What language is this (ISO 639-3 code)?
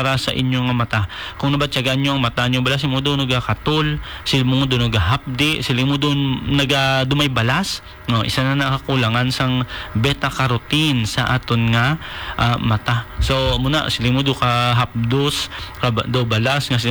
hil